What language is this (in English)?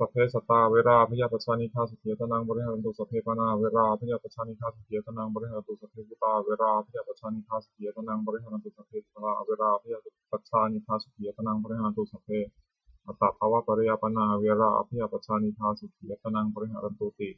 Pali